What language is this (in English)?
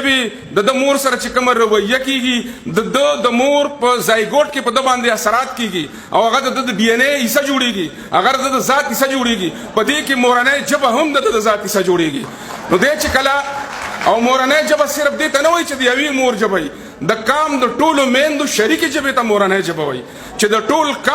Pashto